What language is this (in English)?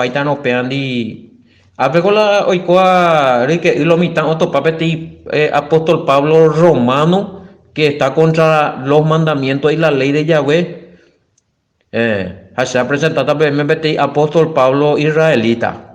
Guarani